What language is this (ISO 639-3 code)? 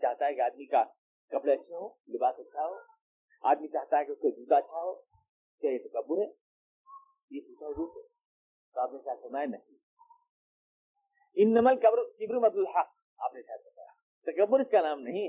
urd